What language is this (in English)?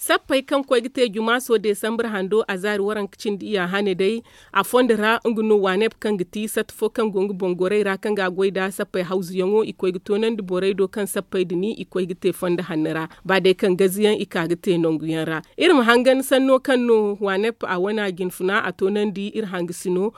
Zarma